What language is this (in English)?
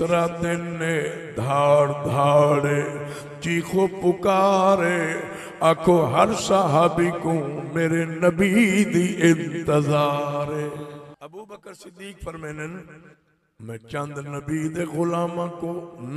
Saraiki